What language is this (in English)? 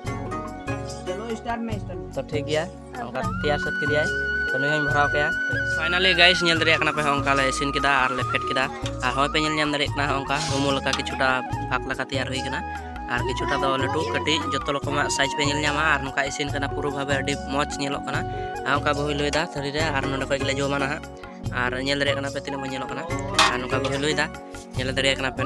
Santali